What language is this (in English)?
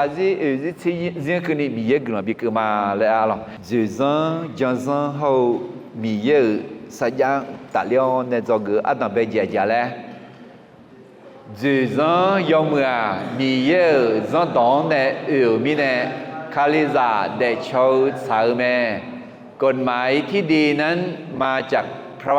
Akha